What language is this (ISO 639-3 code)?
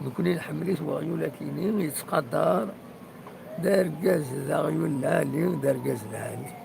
kab